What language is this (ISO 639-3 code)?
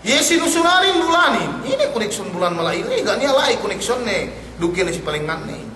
yka